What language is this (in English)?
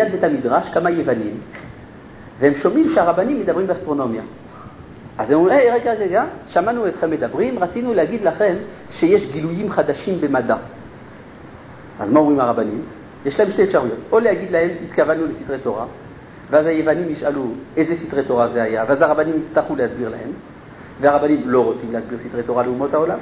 Hebrew